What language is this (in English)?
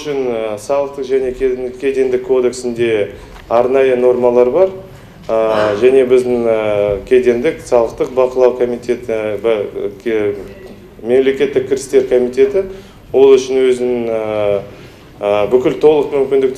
Kazakh